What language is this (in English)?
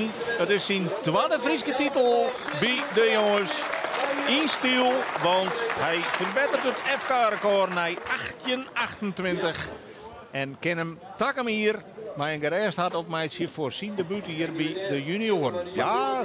Western Frisian